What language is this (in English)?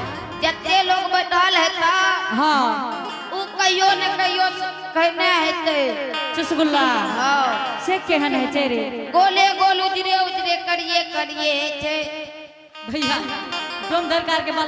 Angika